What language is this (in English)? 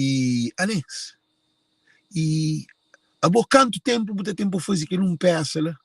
Kabuverdianu